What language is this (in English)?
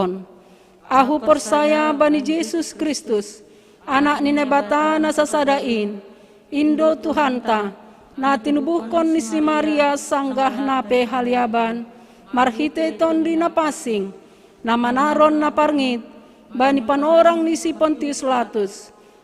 Batak Simalungun